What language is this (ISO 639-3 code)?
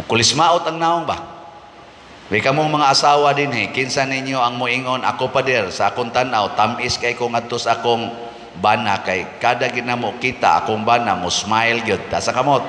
ceb